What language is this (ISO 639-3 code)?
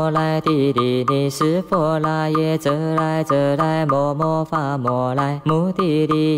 zho